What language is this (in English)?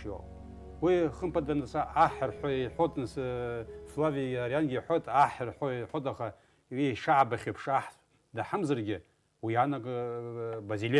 Abkhazian